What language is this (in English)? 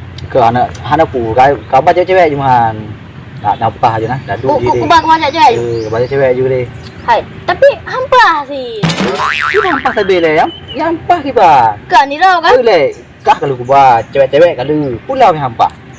Achinese